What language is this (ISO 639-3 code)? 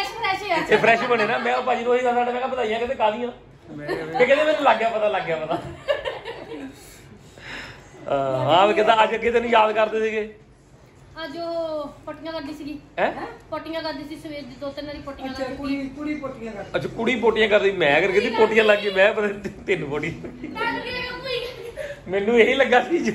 pan